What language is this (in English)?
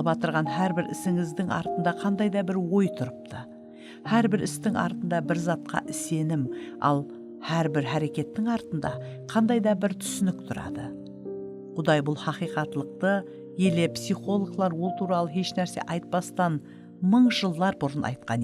Kara-Kalpak